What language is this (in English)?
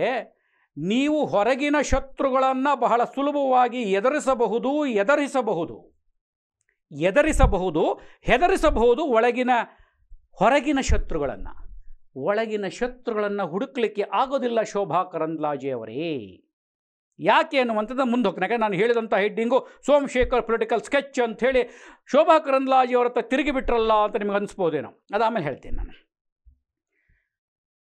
Kannada